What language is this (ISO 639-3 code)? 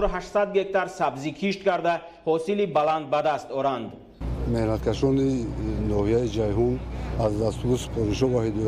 tgk